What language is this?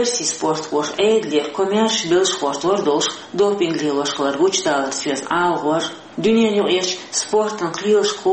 Chechen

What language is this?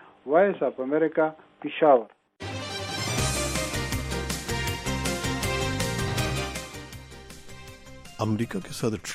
Urdu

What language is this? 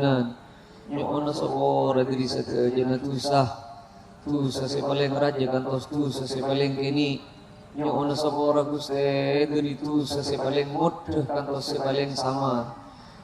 Madurese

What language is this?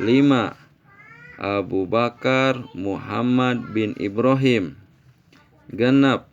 Sundanese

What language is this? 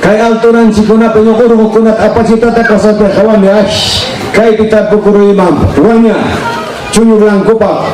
Ayacucho Quechua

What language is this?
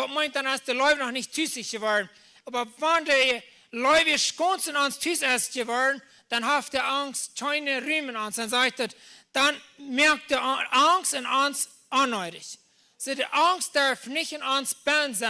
Plautdietsch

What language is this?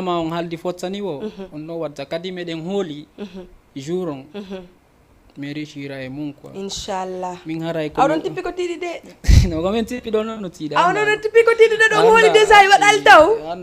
Fula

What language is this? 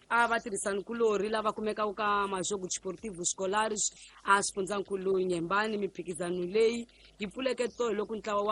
Tsonga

